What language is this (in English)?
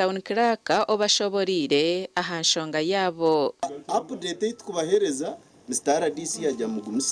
Nyankole